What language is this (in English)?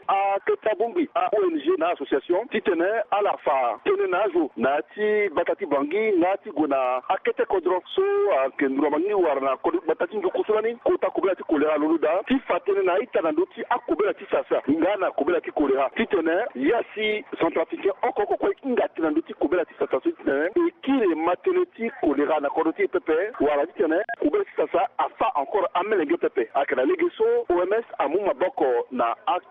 Sango